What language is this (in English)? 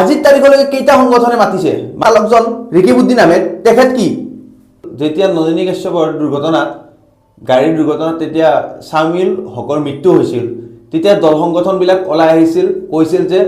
Assamese